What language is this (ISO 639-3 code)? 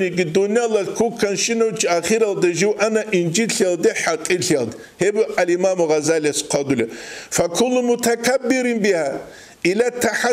ava